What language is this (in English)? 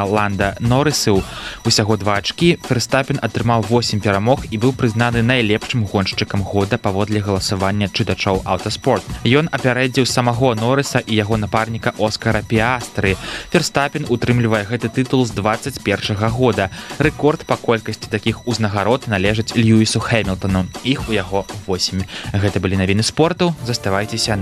Belarusian